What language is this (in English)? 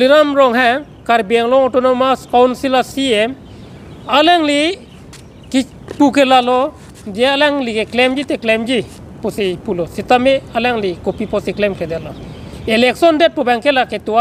Karbi